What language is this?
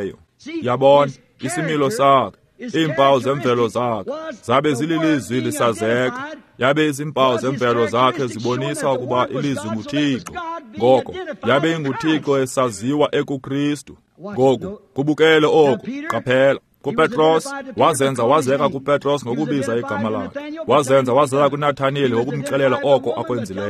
Xhosa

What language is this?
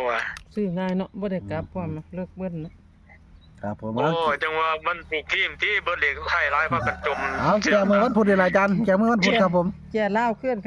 Northeastern Thai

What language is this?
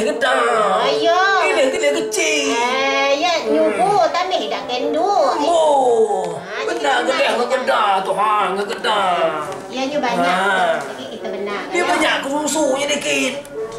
Minangkabau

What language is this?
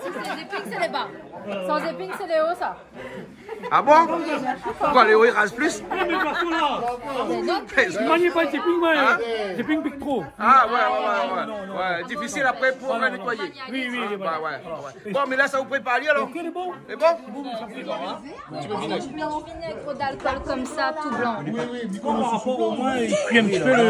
Réunion Creole French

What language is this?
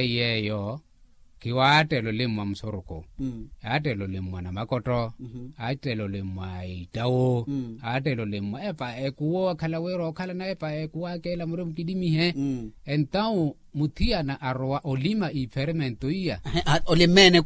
Makhuwa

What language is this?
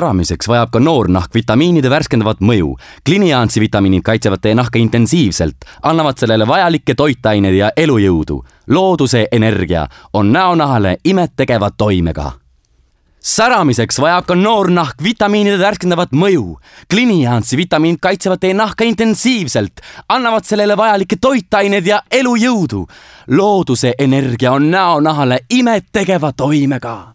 Estonian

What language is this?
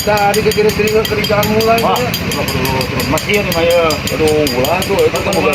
Sundanese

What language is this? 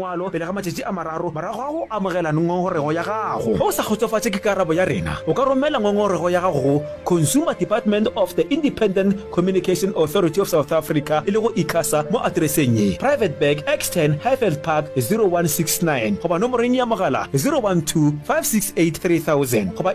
Northern Sotho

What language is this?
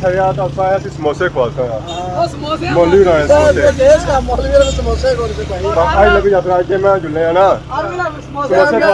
Pahari-Potwari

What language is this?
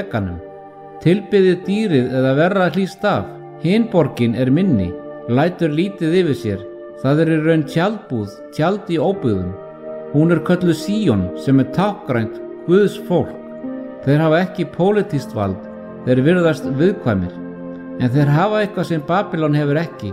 Icelandic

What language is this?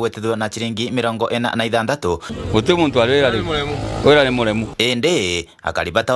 Meru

